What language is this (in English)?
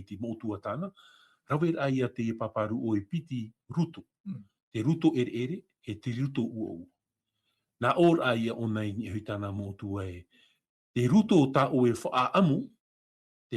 Tahitian